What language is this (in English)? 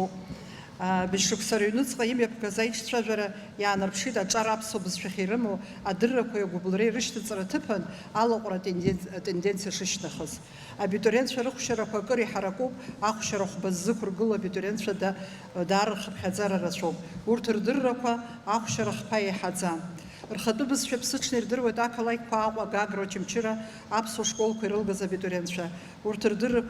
Abkhazian